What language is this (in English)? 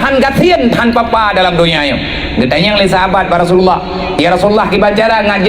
Achinese